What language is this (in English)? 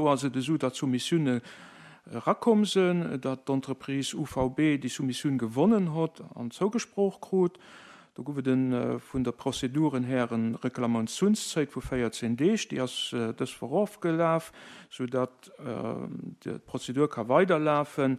Luxembourgish